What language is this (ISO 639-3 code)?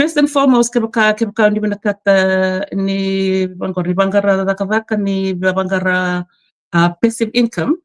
fij